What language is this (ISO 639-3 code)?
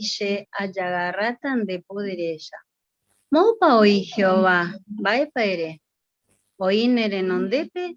grn